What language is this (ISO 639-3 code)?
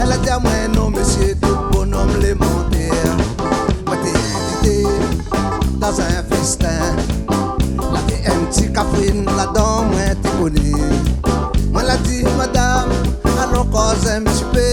rcf